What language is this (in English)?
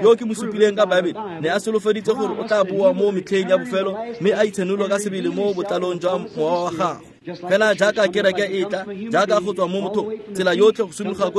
Tswana